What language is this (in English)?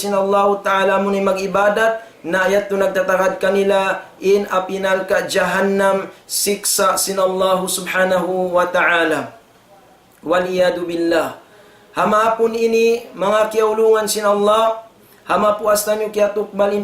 Tausug